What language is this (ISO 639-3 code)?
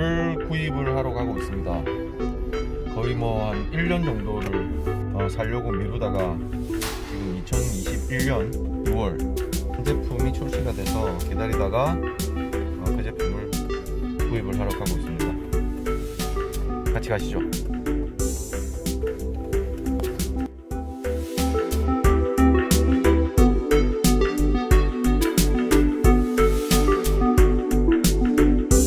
kor